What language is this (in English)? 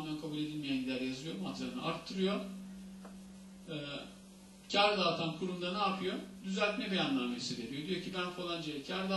Turkish